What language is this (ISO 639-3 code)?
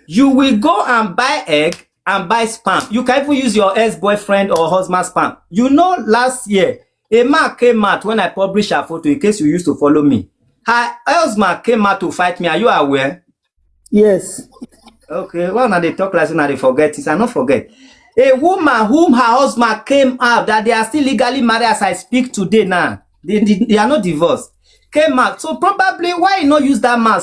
pcm